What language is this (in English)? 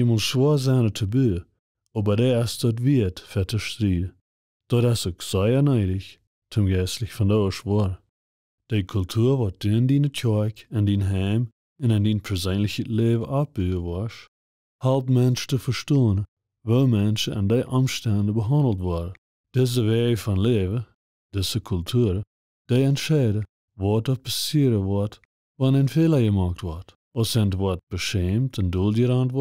Plautdietsch